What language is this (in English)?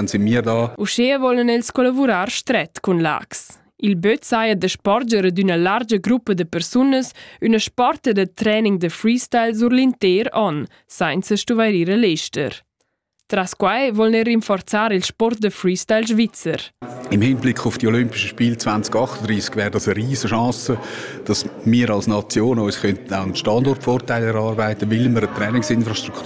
Romansh